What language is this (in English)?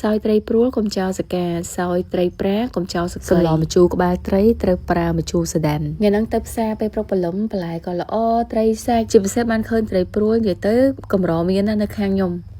Khmer